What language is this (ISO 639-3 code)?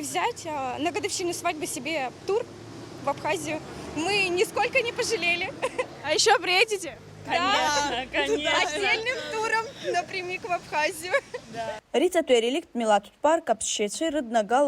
abk